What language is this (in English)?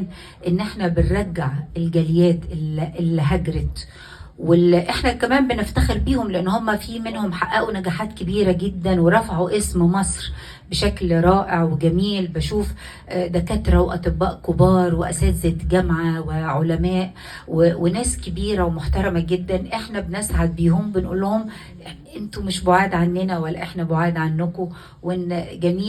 Egyptian Arabic